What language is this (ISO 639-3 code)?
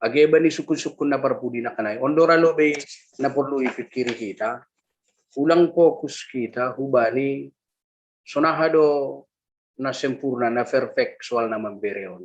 bts